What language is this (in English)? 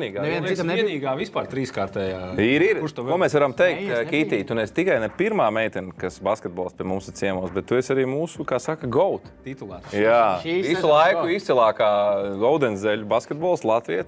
Latvian